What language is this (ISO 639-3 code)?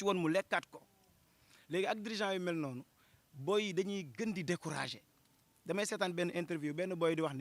wol